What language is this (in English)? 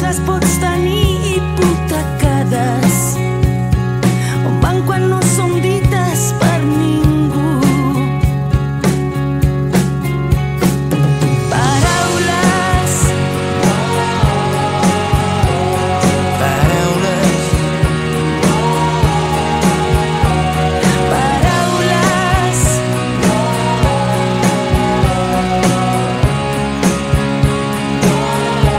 Catalan